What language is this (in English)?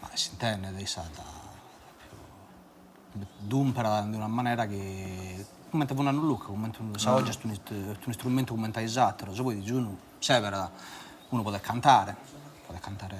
Sardinian